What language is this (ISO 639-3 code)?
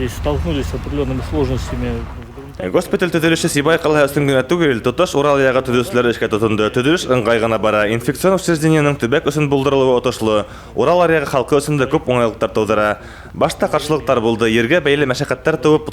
bak